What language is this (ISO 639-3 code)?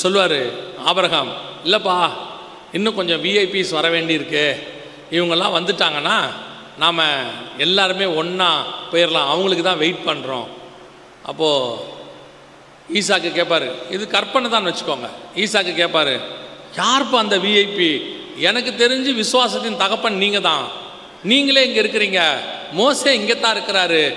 tam